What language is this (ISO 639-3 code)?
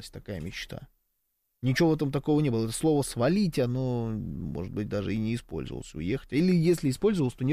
rus